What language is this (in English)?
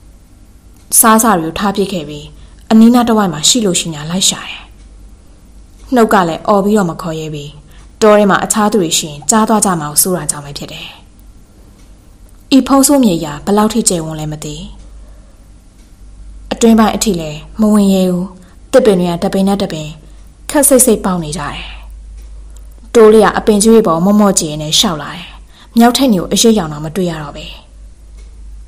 Burmese